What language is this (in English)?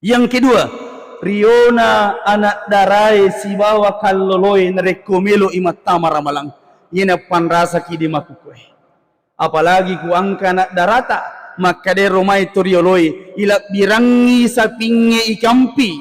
Buginese